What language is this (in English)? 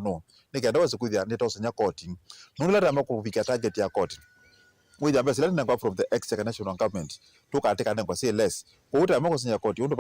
Kamba